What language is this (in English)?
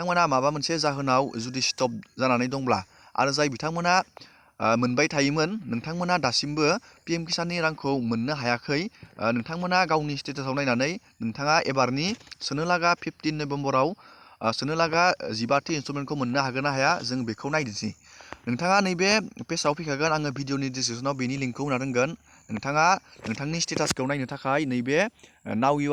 Bodo